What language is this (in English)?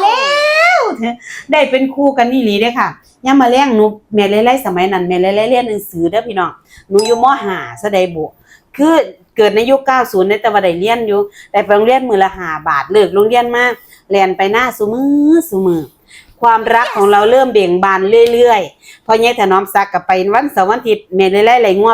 Northeastern Thai